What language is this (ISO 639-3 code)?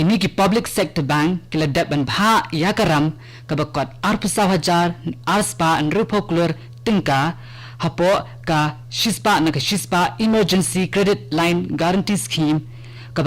kha